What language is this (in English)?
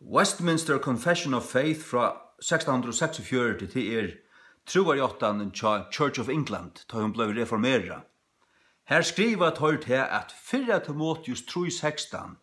Faroese